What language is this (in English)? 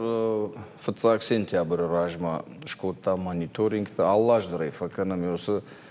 Ossetic